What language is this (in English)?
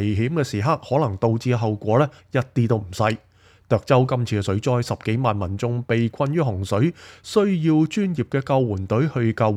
Cantonese